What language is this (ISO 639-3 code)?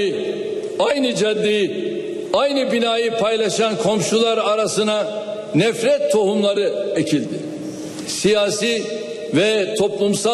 tur